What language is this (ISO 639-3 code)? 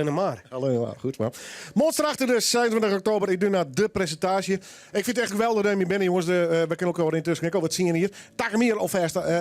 fry